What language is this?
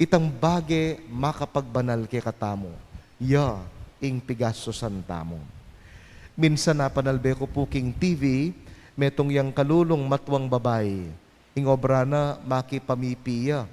Pampanga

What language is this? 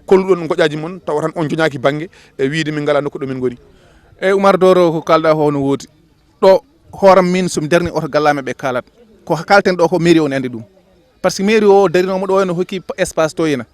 Fula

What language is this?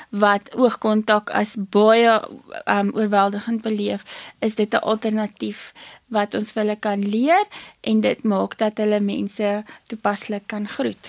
Afrikaans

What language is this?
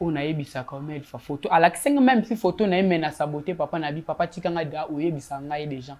Lingala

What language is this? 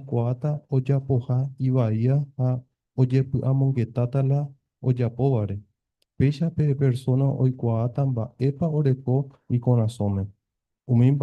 Guarani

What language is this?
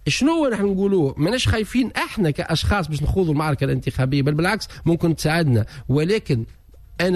Tunisian Arabic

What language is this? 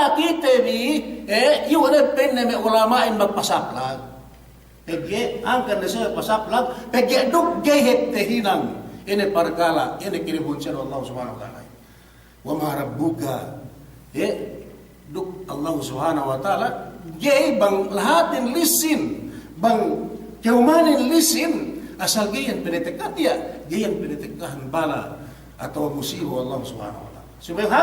Yakan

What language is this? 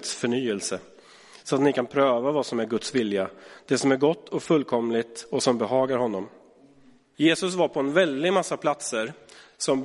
Swedish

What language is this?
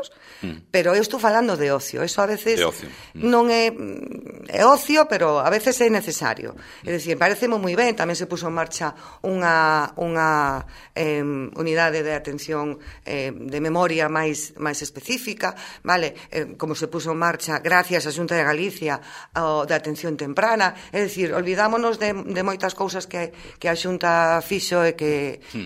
Galician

